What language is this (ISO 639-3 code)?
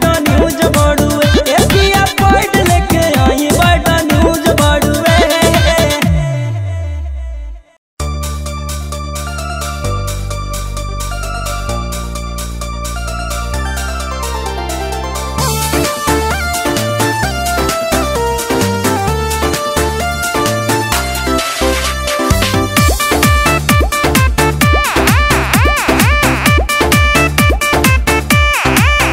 bho